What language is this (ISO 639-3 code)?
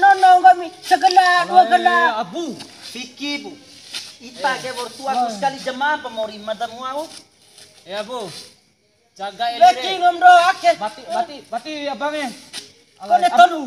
bhp